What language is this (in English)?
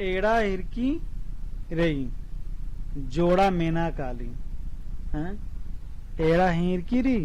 Kurukh